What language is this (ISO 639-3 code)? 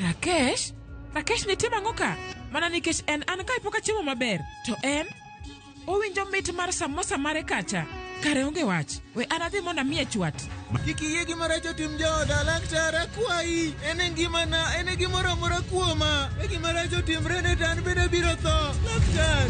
luo